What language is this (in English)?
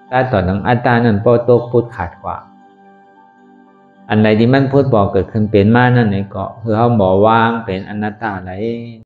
Shan